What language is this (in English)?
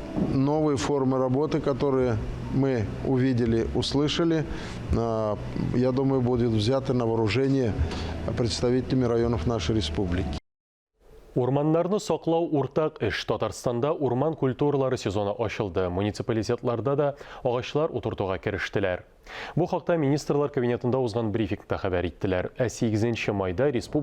Tatar